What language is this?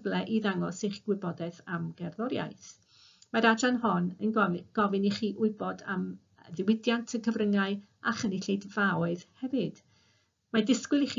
Welsh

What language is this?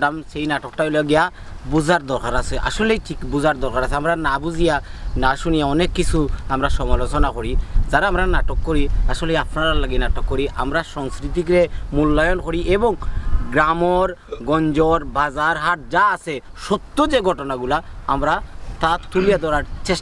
Sylheti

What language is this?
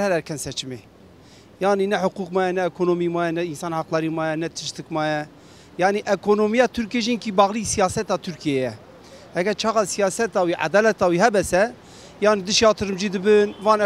Kurdish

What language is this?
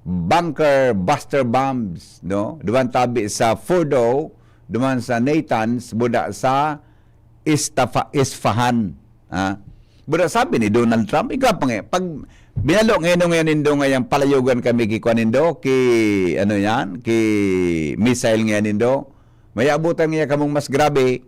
Bikol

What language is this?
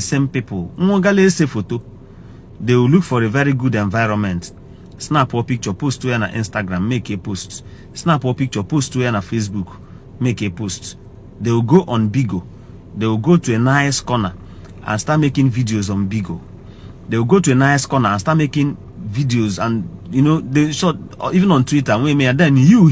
Igbo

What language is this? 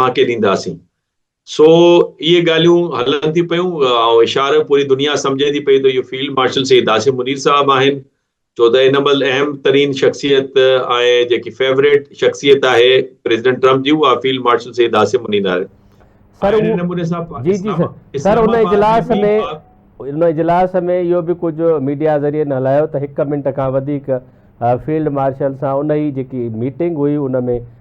Sindhi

